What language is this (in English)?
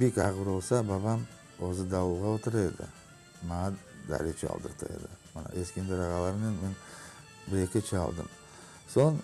Crimean Tatar